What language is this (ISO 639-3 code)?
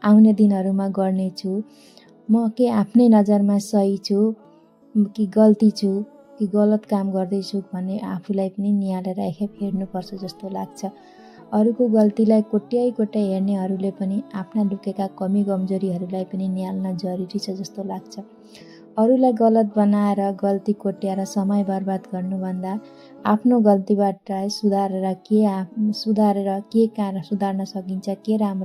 nep